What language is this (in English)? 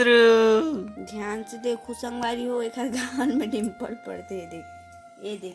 Chhattisgarhi